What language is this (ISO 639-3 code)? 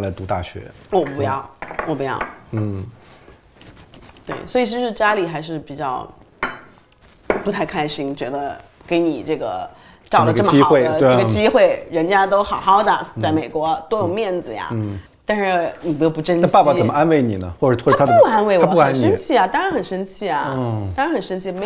zho